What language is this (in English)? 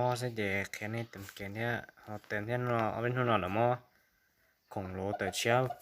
Hmong